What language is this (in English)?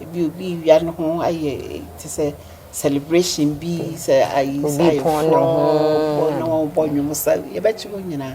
Akan